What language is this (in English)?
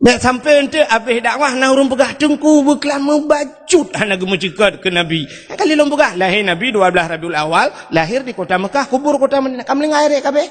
Achinese